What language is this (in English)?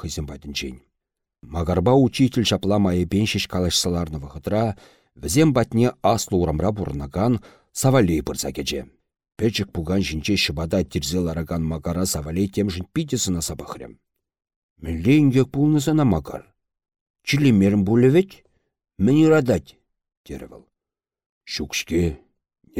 Chuvash